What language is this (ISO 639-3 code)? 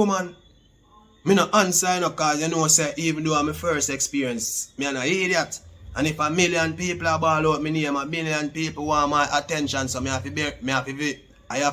jam